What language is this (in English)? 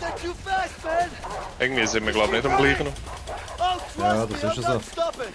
Swiss German